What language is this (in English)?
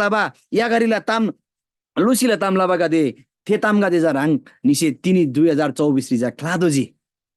Eastern Tamang